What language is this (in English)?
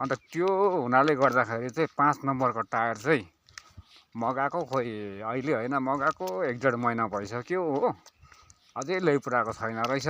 Nepali